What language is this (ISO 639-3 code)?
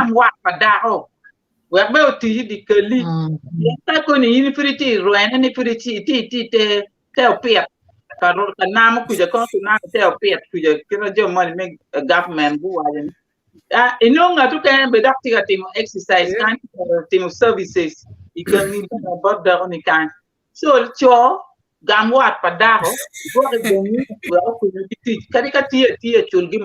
ach